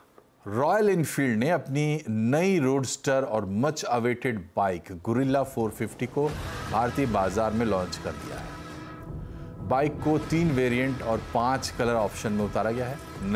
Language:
Hindi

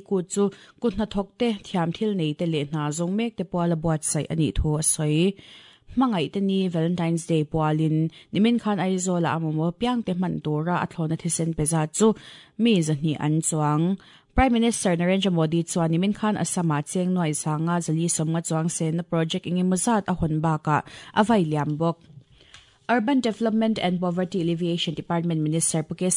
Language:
Mizo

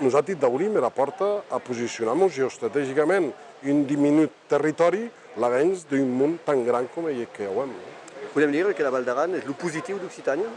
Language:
Occitan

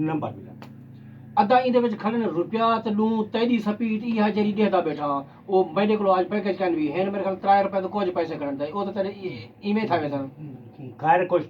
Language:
Saraiki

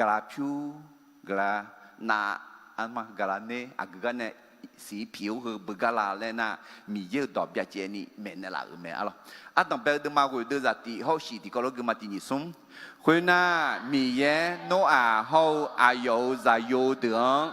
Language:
Akha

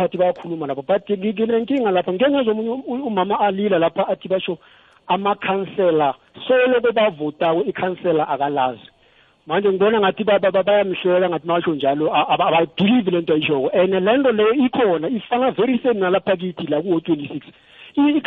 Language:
South Ndebele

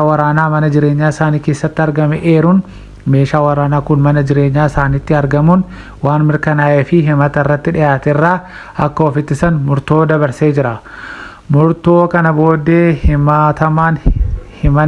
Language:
Oromo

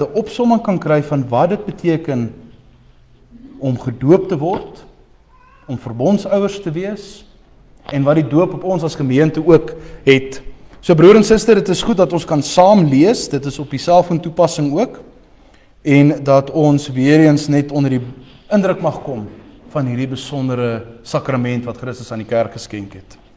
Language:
Afrikaans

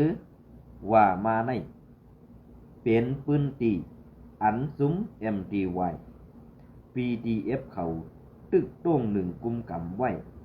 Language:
Shan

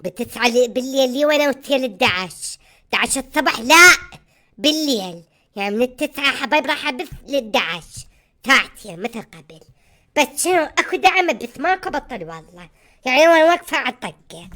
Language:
Mesopotamian Arabic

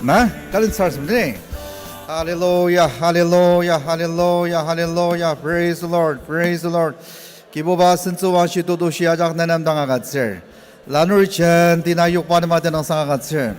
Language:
Ao Naga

